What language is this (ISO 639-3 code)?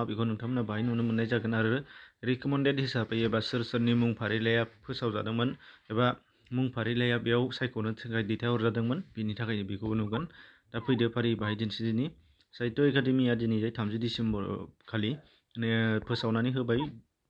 brx